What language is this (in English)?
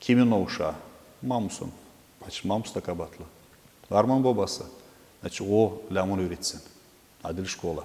Gagauz